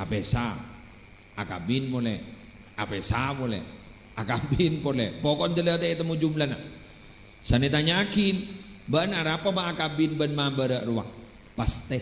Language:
Madurese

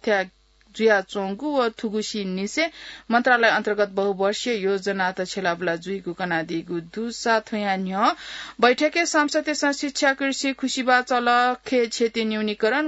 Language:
Newari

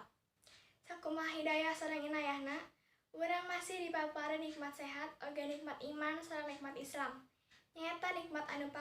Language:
Sundanese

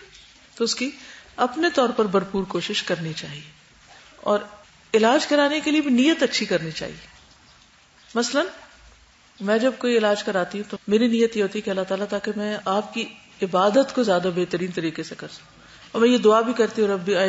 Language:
Urdu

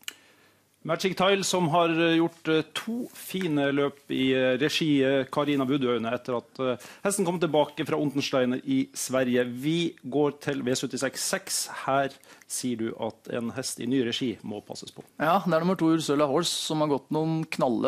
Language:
Norwegian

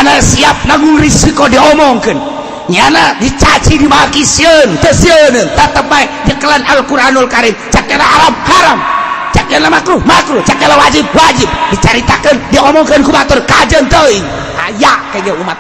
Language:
Sundanese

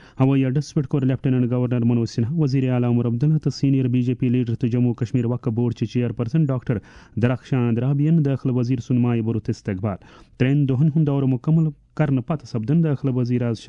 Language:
Kashmiri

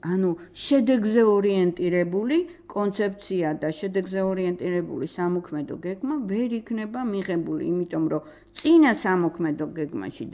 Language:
Georgian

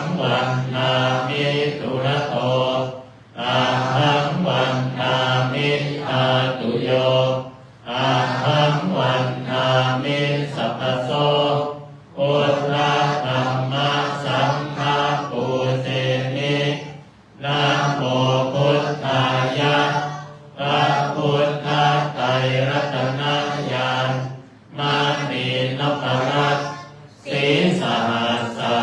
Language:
Pali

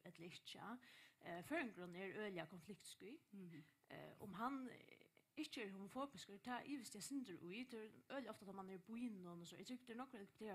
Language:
Faroese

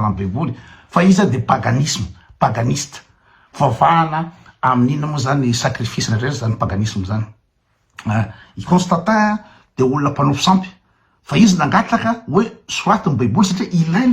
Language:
Malagasy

